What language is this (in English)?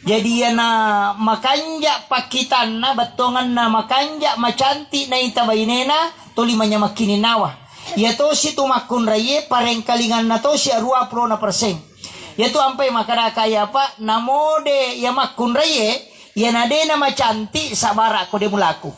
Buginese